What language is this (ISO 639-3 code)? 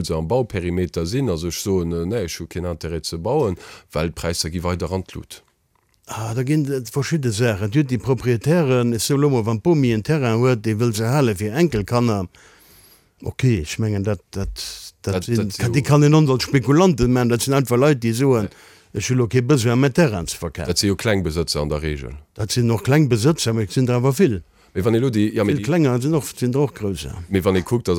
ltz